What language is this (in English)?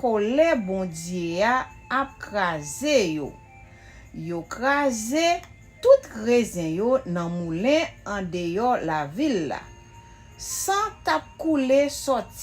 Haitian Creole